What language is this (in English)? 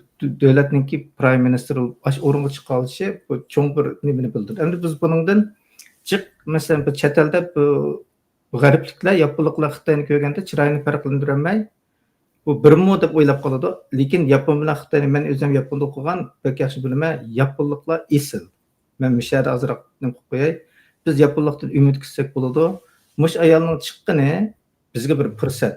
Uyghur